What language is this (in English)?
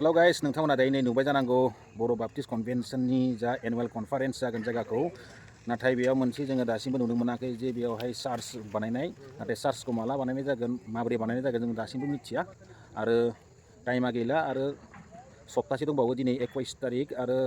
Bodo